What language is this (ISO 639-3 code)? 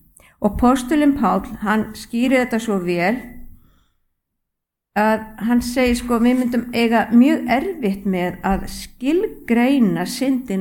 isl